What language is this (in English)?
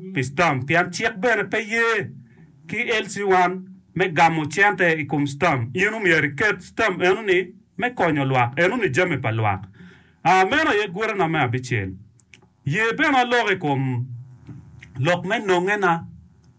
Acoli